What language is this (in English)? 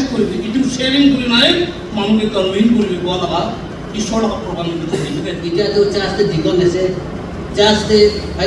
Naga Pidgin